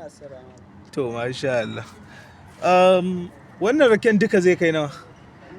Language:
Hausa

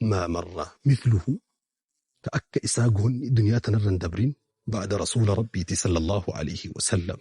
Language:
Oromo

